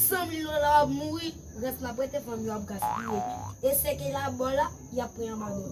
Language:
Haitian Creole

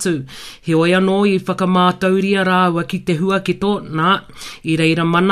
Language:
Māori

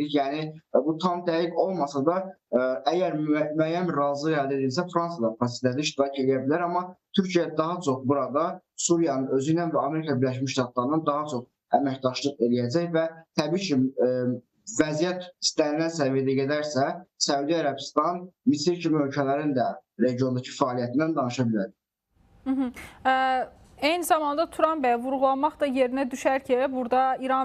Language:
Azerbaijani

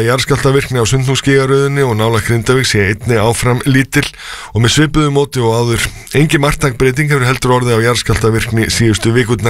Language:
Icelandic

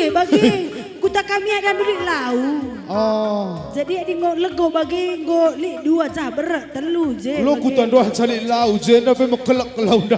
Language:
Batak Karo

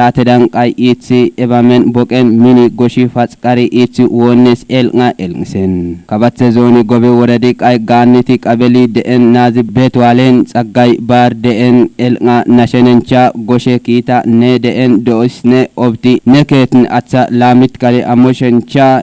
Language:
Kafa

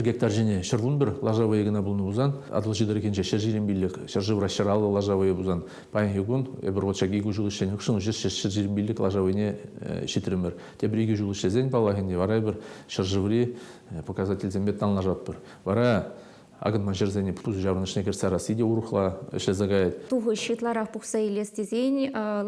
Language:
Chuvash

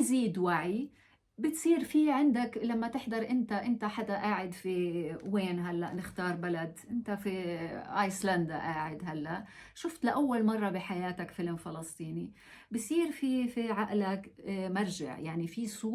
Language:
North Levantine Arabic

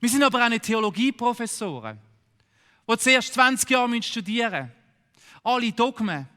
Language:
Swiss German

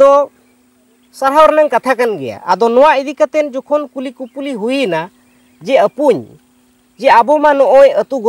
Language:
Santali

